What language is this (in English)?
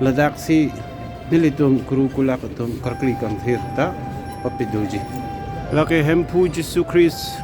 Karbi